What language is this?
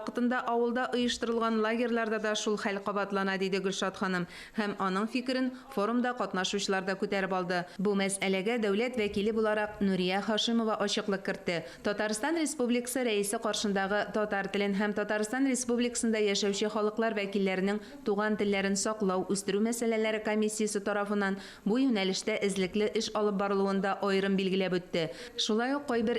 Tatar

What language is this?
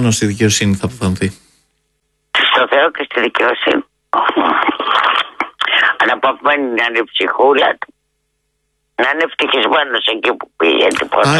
Greek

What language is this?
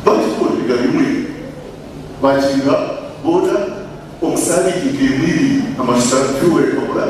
Nyankole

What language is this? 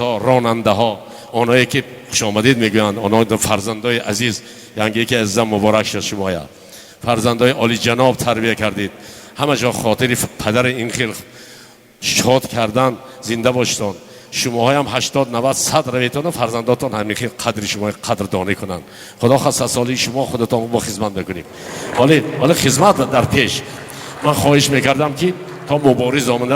Tajik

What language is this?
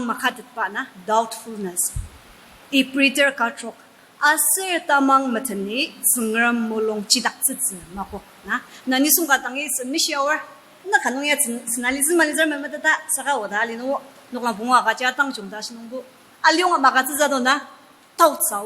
Ao Naga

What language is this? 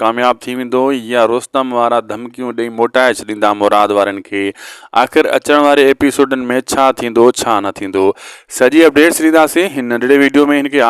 Sindhi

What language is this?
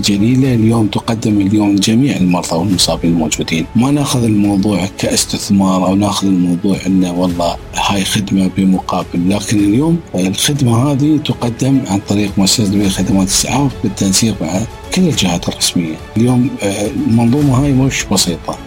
Najdi Arabic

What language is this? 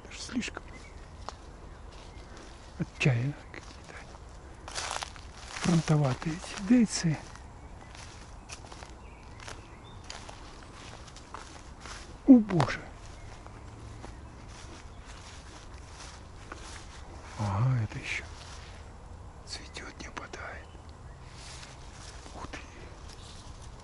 Russian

